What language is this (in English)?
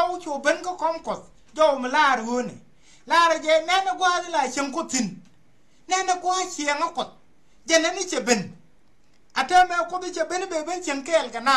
Nuer